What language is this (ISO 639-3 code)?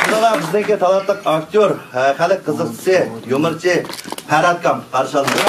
uig